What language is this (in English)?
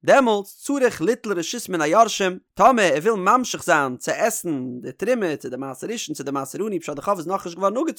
Yiddish